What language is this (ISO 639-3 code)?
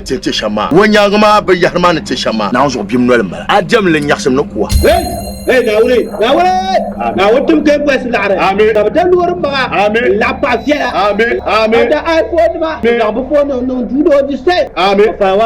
dag